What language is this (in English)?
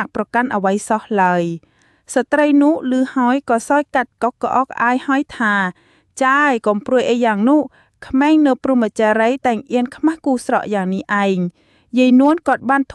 Khmer